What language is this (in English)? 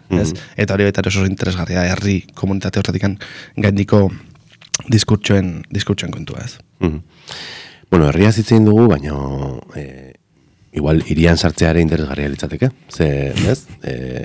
Basque